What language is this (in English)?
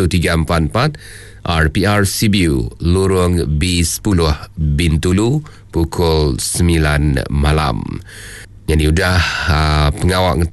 Iban